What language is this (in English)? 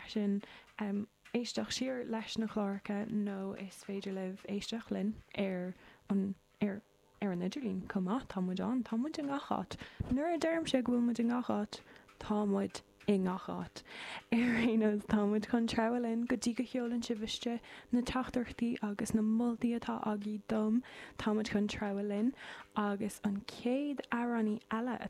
Irish